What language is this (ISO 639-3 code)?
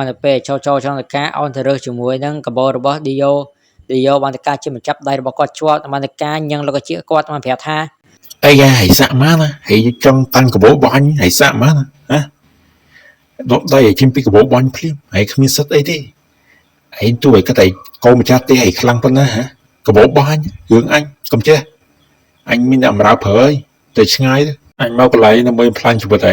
khm